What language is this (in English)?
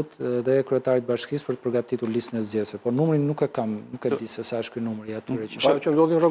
Albanian